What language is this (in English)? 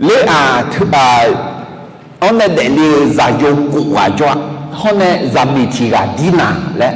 Akha